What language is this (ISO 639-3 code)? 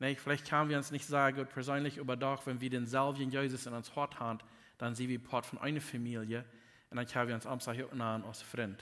pdt